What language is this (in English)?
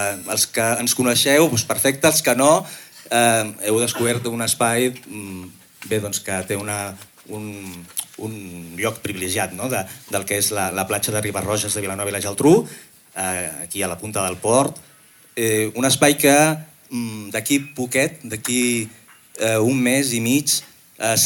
Catalan